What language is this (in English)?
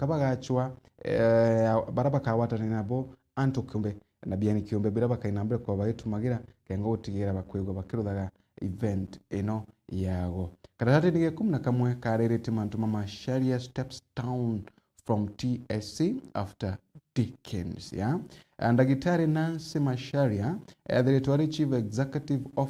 Meru